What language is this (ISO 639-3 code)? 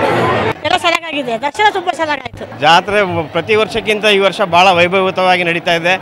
kan